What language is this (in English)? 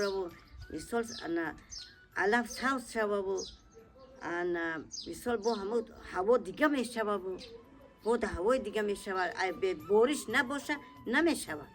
Tajik